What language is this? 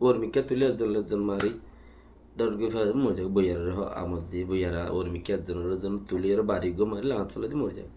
Rohingya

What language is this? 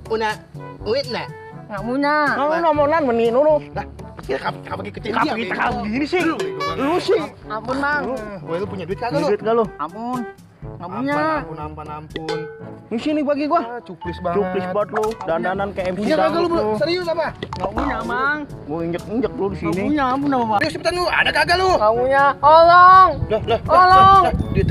Betawi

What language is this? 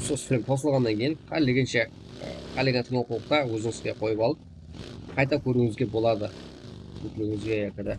Kara-Kalpak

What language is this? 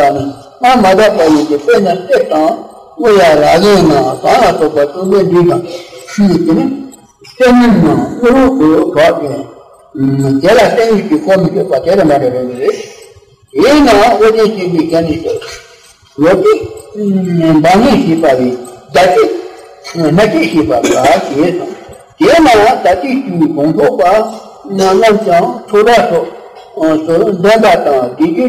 Tibetan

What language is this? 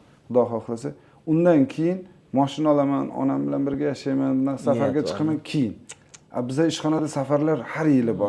Uzbek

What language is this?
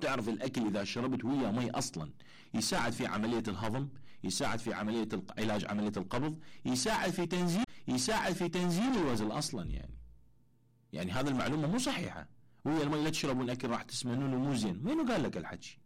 Mesopotamian Arabic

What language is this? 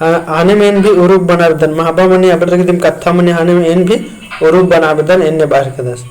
Kurukh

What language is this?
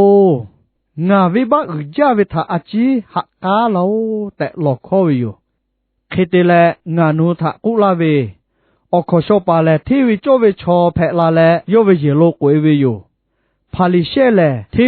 Lahu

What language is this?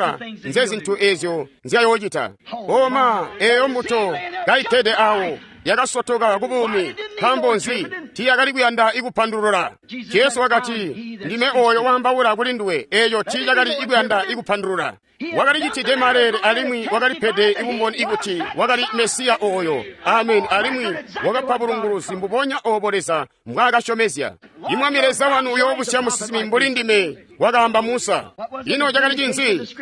Tonga (Zambia)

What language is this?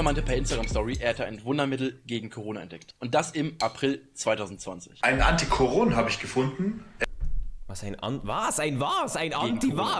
Swiss German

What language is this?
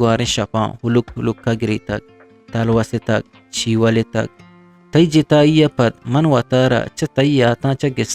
Eastern Balochi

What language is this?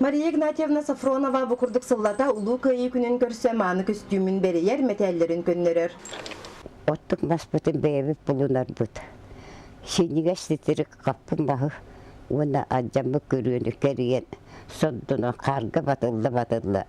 Yakut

